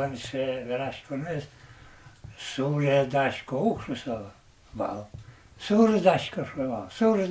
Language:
Udmurt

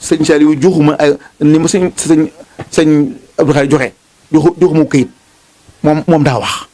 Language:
Wolof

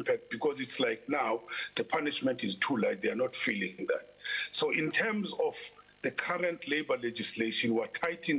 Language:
English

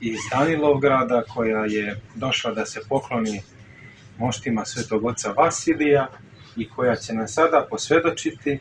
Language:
Serbian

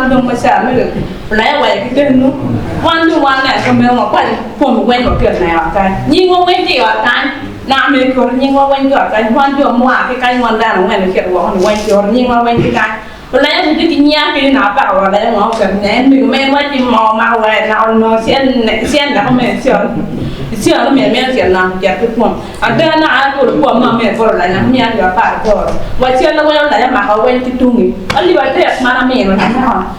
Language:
Acoli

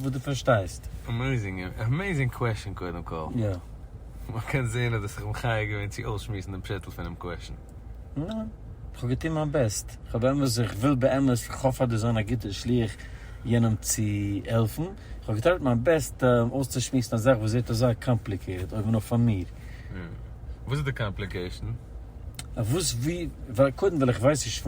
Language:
Yiddish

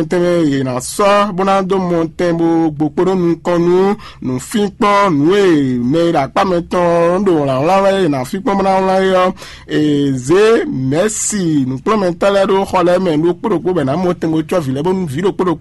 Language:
Fon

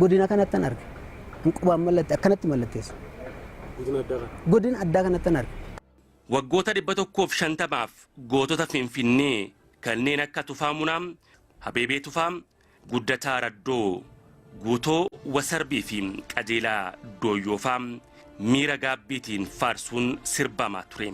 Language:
Oromo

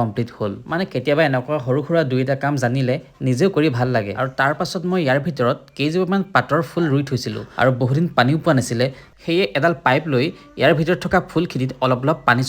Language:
Assamese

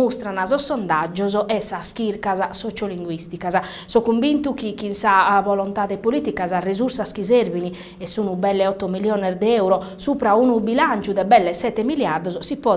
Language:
Sardinian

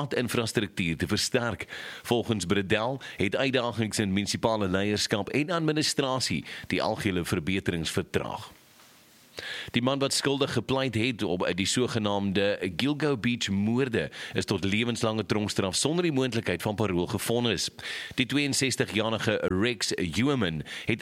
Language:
Afrikaans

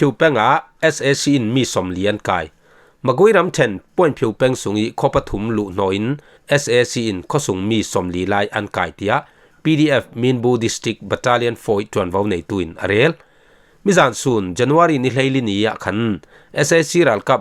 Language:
Falam Chin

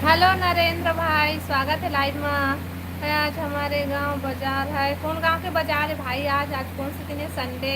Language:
Chhattisgarhi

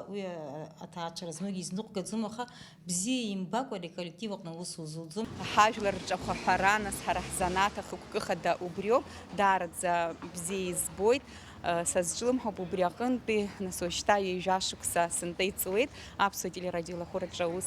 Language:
Abkhazian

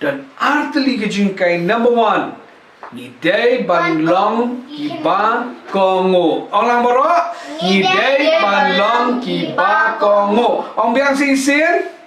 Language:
Khasi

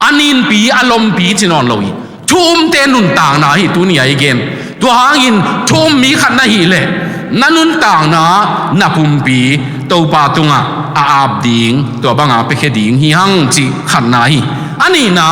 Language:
Tedim Chin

